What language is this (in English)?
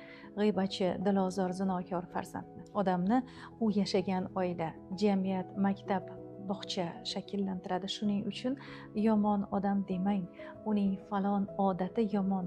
Uzbek